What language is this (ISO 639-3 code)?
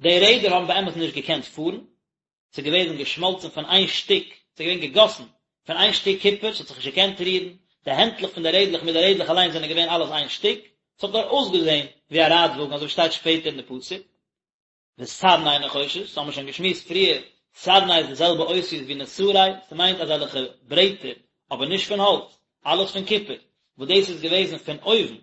yid